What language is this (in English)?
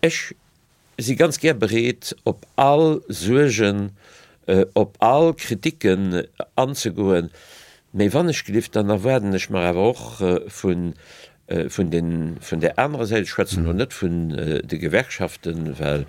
Luxembourgish